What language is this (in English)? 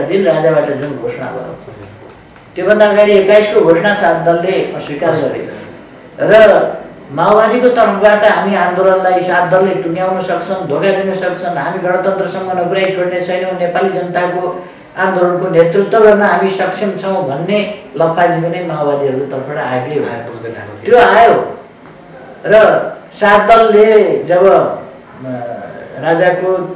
Nepali